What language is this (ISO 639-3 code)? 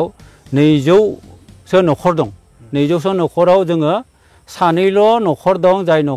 brx